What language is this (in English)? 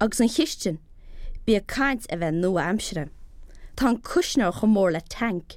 Irish